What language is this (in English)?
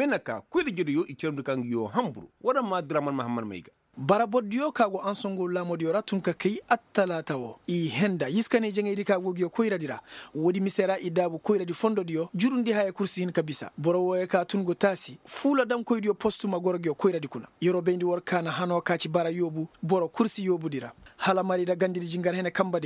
Koyraboro Senni